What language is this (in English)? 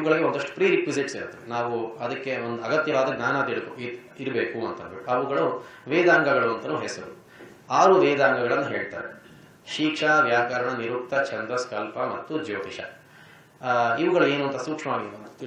Kannada